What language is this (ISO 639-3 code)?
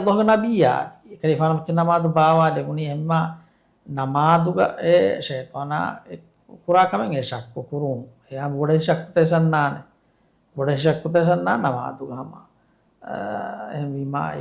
div